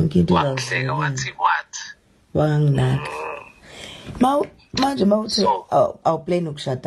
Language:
Zulu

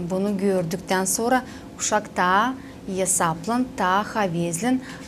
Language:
Gagauz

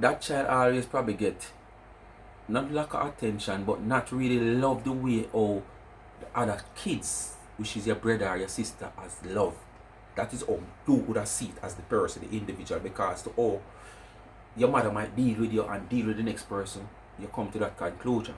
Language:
Jamaican Creole English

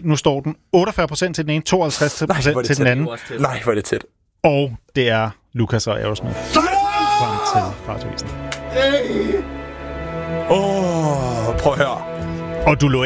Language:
Danish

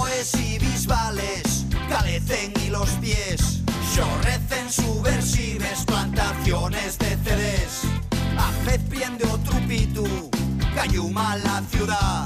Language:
Asturian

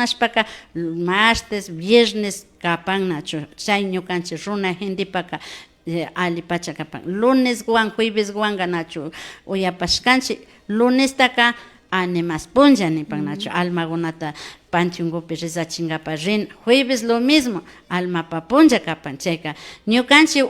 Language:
Imbabura Highland Quichua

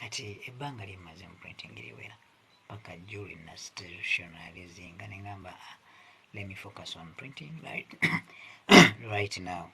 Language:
Ganda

